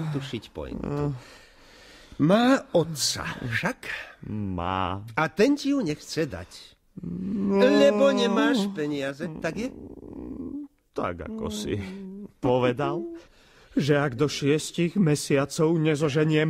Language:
Slovak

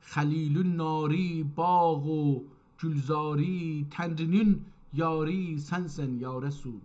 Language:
South Azerbaijani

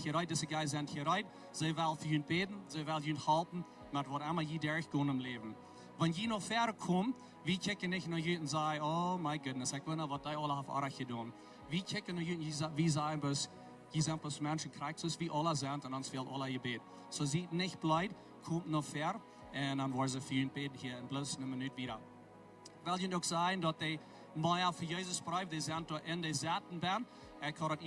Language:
Plautdietsch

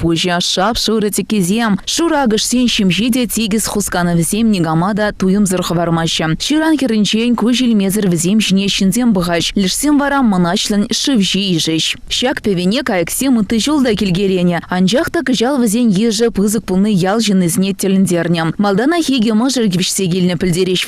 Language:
Chuvash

